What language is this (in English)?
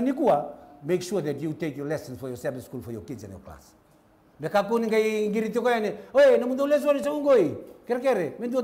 Fijian